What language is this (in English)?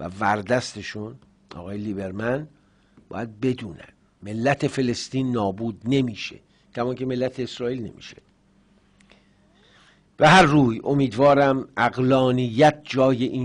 Persian